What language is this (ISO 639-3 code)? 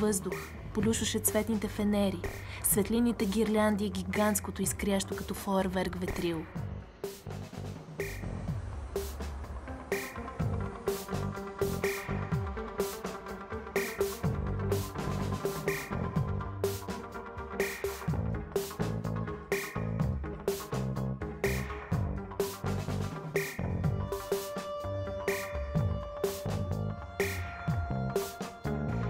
bul